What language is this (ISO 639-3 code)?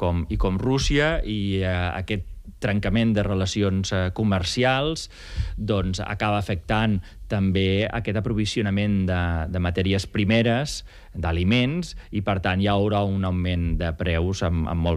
cat